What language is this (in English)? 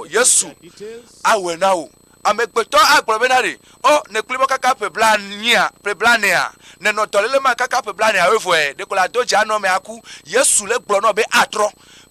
Ewe